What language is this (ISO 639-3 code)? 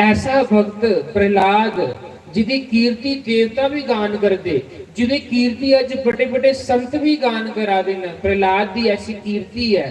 doi